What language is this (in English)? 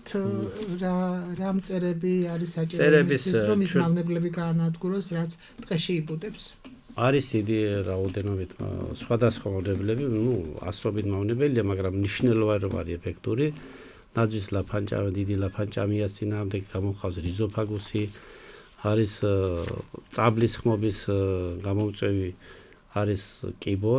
Georgian